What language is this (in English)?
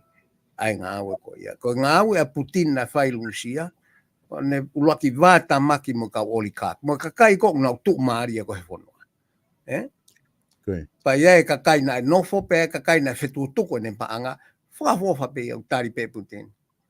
Tongan